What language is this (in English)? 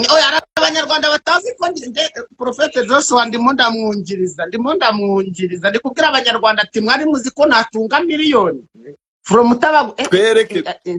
Kinyarwanda